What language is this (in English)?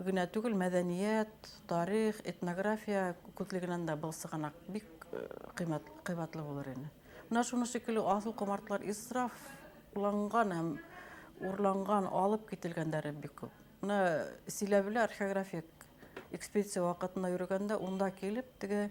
Bashkir